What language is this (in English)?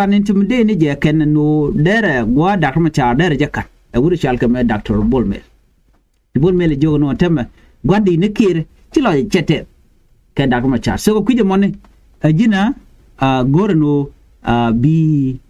Nuer